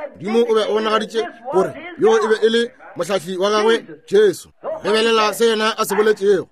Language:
Northern Sotho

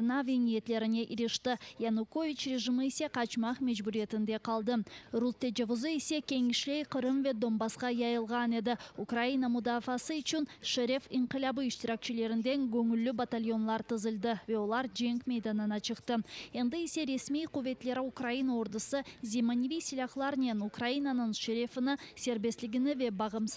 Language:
Crimean Tatar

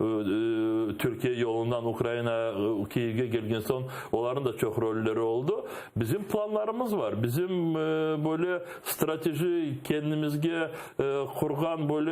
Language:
Crimean Tatar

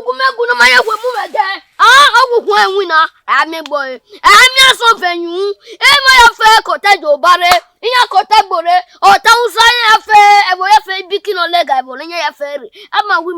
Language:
Bini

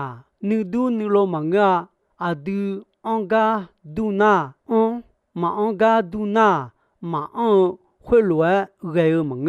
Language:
Akha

